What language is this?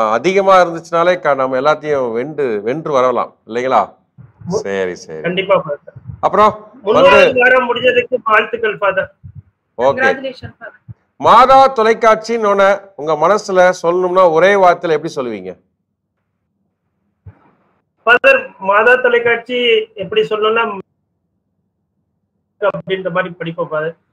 Tamil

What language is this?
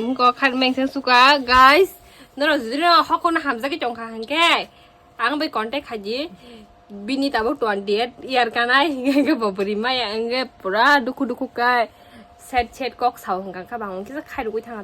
Kok Borok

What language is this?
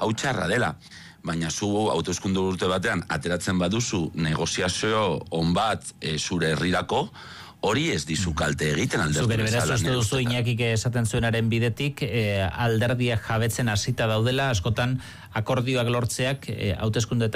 Basque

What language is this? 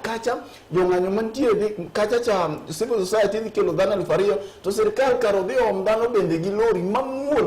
Luo (Kenya and Tanzania)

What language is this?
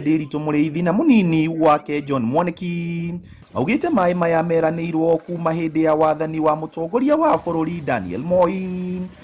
Kikuyu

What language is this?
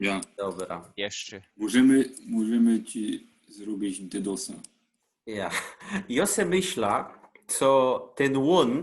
Silesian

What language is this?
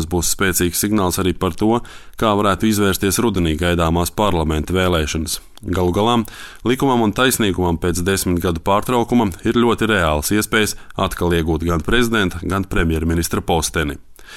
Latvian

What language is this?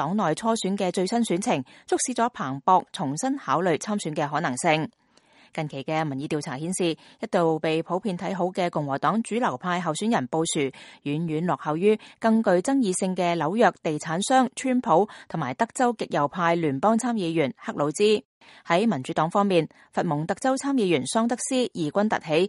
Cantonese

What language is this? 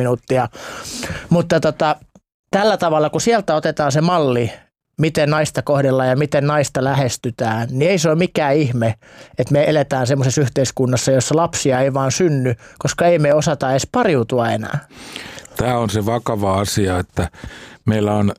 Finnish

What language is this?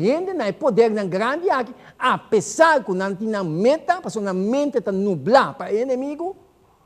Papiamento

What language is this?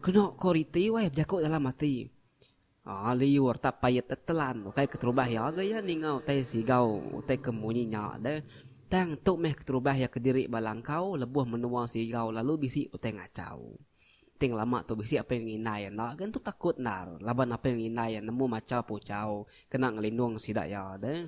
Iban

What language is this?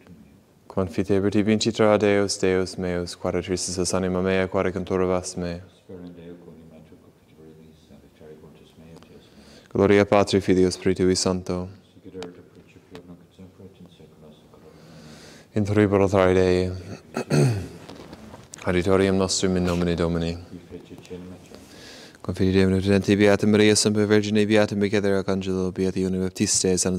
Latin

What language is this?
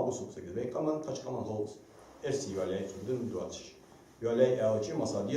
Ingush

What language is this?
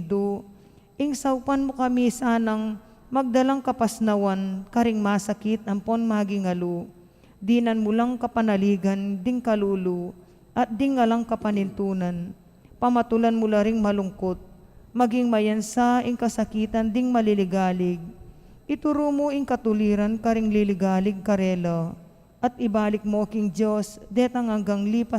Pampanga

